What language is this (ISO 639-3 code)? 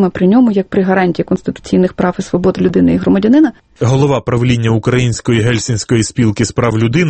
ukr